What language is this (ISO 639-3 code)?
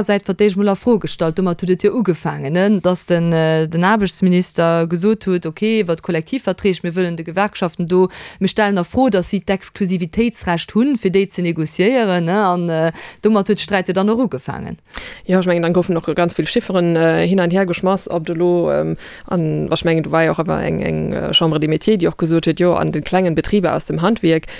ltz